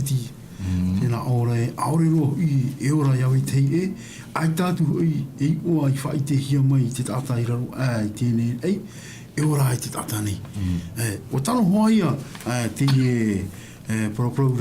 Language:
Tahitian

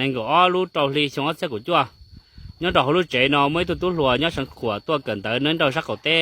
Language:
Hmong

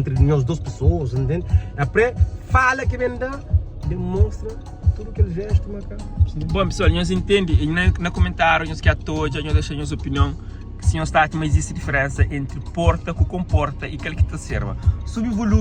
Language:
Kabuverdianu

